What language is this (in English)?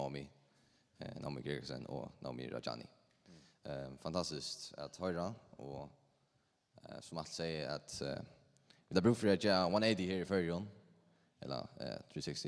Faroese